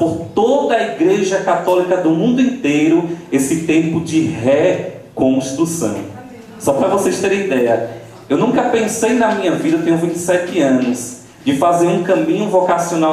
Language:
Portuguese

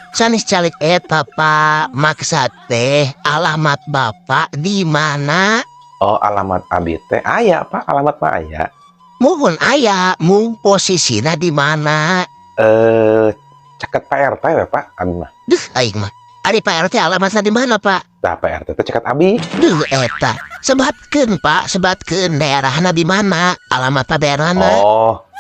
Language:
Sundanese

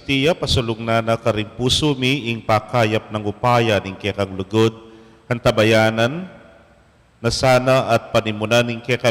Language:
Pampanga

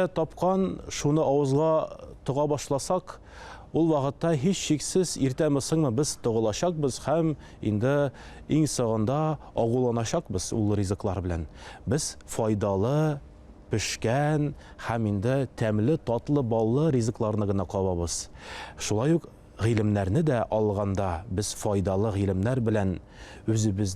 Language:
Tatar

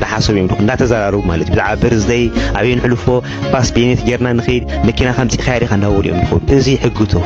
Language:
Tigrinya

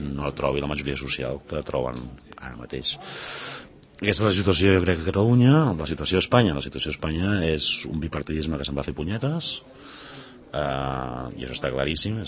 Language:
Catalan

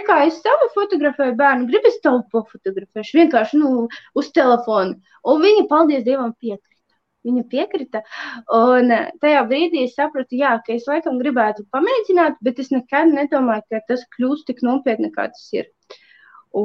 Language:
Latvian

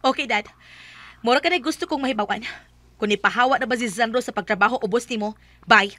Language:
Cebuano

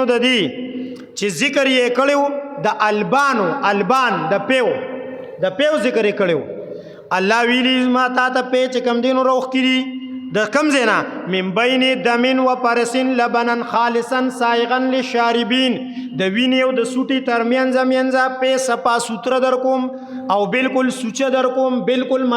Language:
Pashto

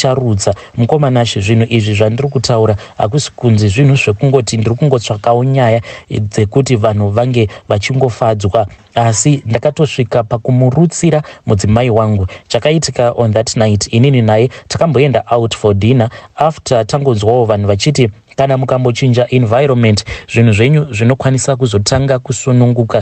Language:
Shona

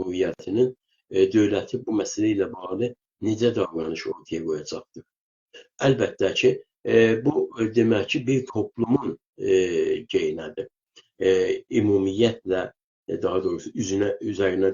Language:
South Azerbaijani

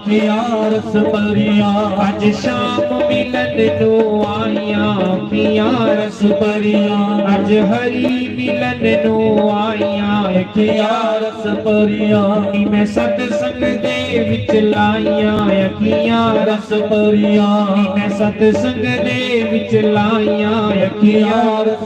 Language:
Dogri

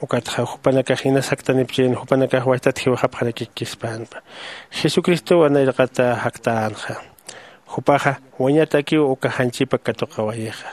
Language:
Aymara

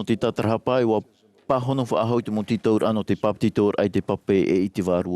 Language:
Tahitian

